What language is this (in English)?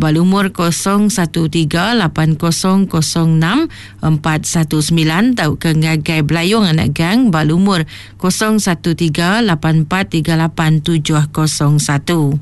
Iban